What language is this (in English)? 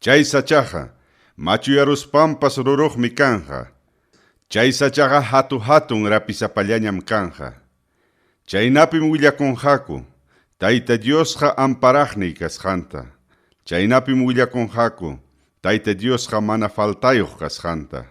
Ayacucho Quechua